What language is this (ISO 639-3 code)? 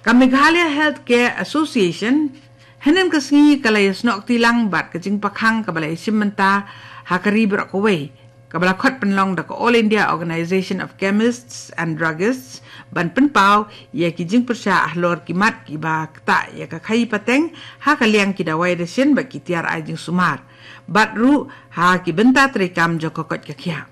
kha